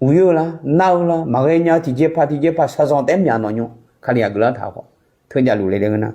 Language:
Akha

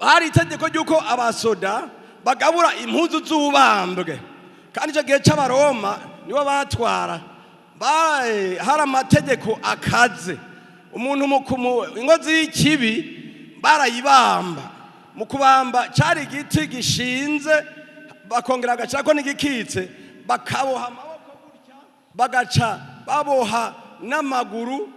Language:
Rundi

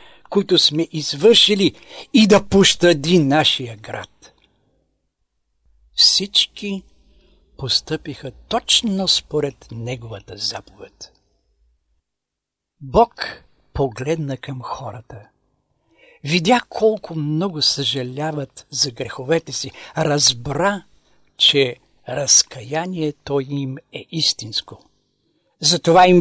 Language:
Bulgarian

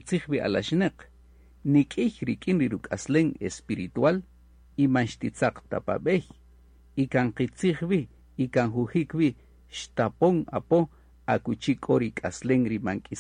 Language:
Kaqchikel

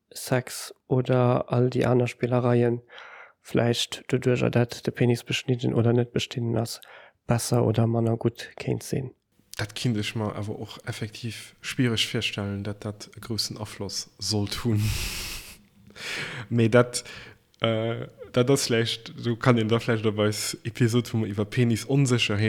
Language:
Luxembourgish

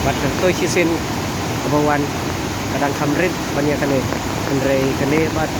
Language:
Khasi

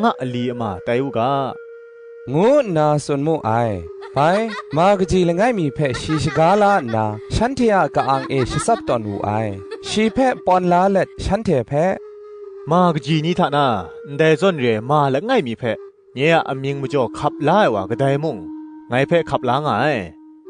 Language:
Kachin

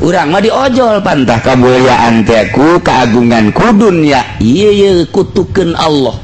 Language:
Sundanese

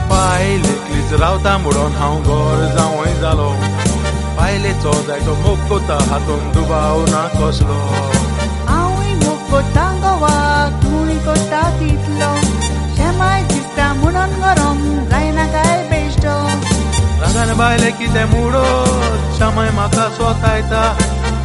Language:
Konkani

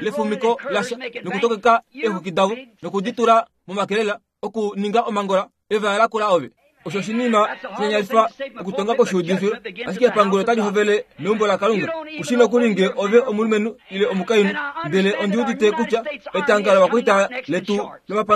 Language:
Kuanyama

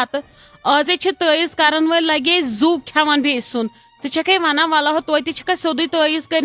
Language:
Kashmiri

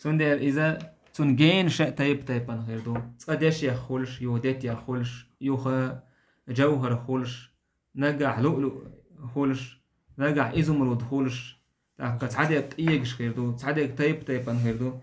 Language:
Chechen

